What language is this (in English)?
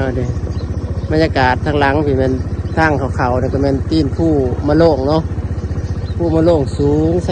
Lao